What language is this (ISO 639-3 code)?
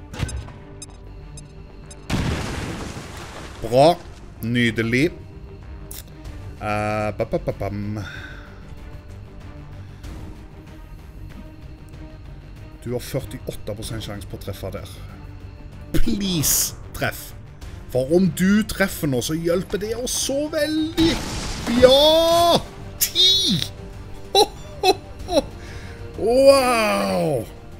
nor